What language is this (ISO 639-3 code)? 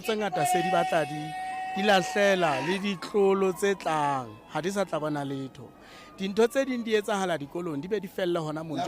sot